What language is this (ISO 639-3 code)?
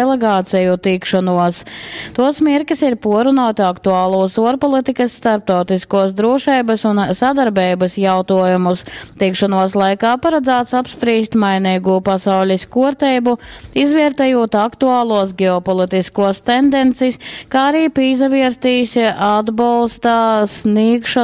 ltg